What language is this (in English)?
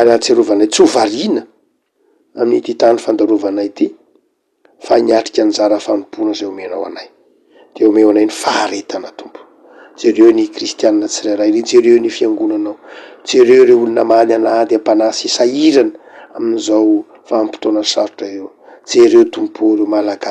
Malagasy